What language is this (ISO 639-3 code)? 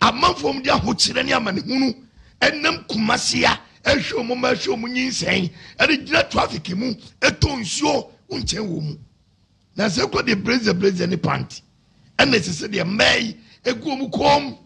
aka